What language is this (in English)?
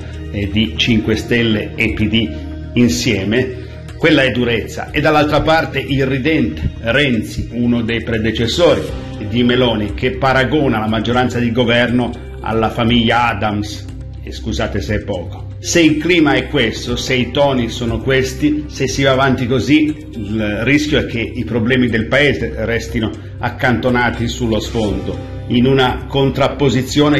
Italian